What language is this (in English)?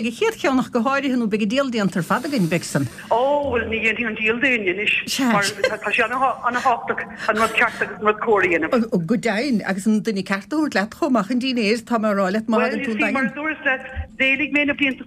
Irish